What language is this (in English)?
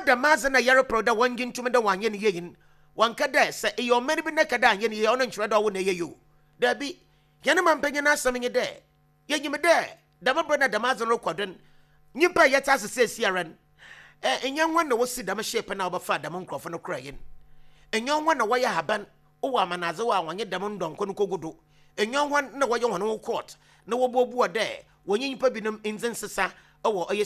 Akan